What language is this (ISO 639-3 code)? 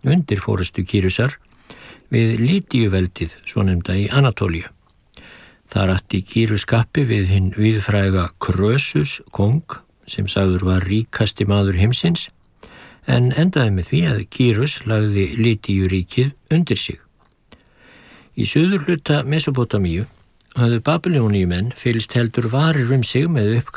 isl